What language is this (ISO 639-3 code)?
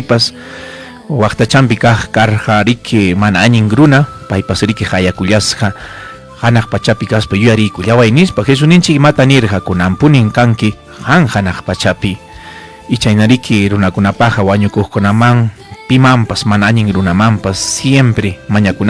quy